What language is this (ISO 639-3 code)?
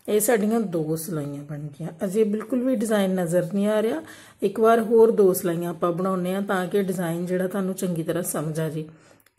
pan